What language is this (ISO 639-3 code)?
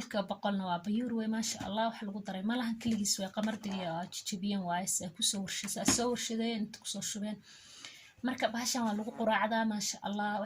som